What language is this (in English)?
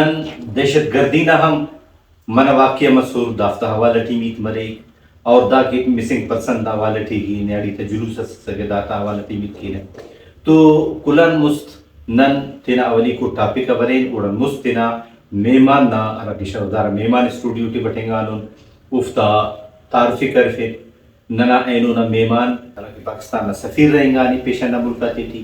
Brahui